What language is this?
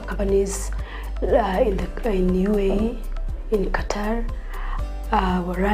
Gusii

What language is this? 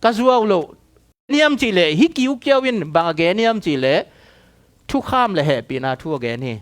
Tedim Chin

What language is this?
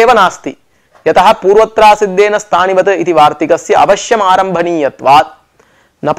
Sanskrit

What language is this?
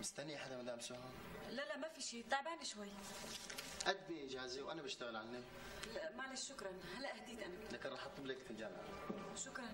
North Levantine Arabic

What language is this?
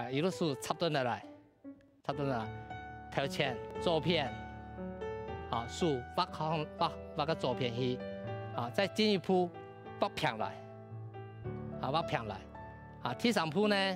Hakka Chinese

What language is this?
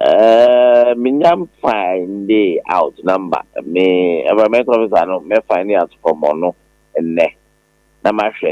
Akan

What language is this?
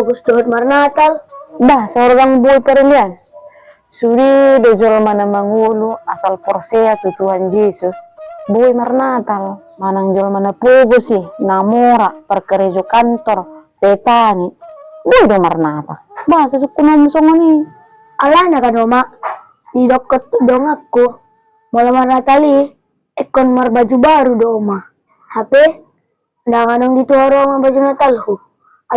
Batak Toba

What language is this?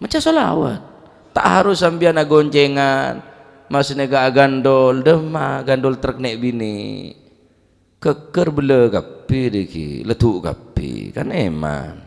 Madurese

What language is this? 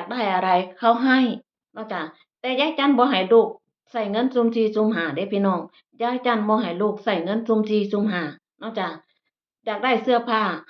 Northeastern Thai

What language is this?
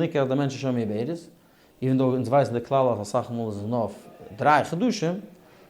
Yiddish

